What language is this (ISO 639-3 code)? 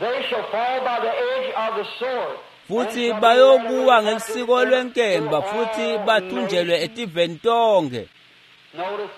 ssw